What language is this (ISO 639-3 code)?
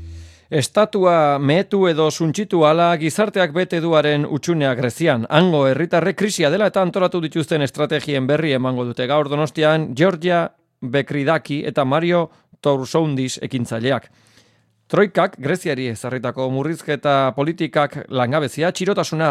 eus